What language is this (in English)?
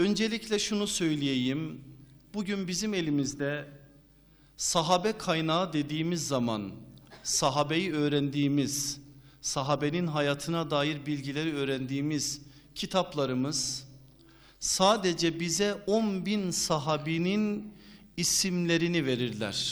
Turkish